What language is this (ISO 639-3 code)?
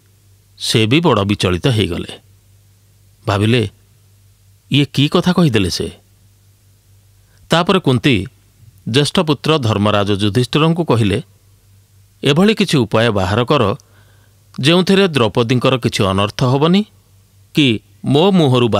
ori